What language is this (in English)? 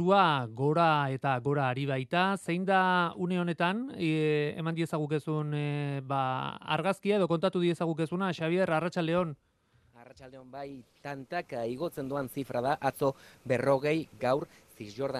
Basque